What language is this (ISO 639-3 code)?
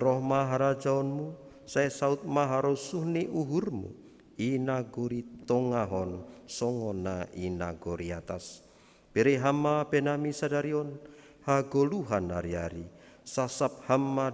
bts